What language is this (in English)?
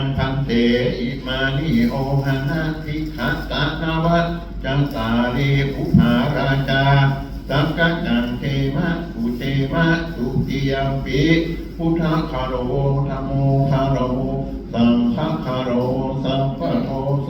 Pali